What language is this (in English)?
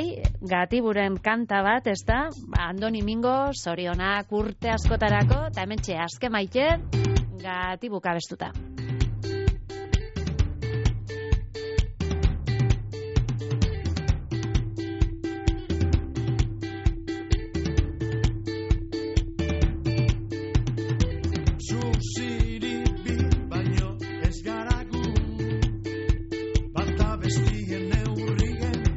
Basque